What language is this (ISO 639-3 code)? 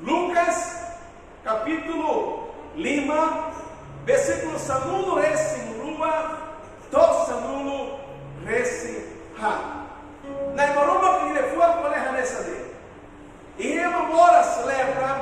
tet